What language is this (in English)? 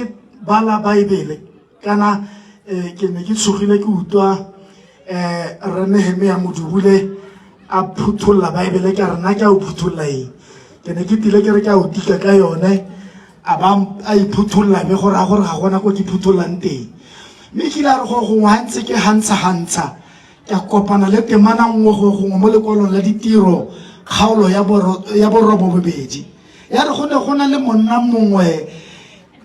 Tswana